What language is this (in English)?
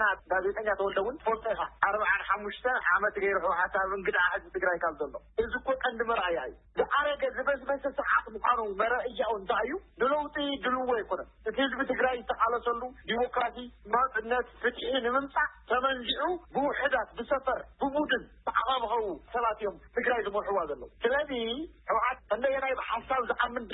Tigrinya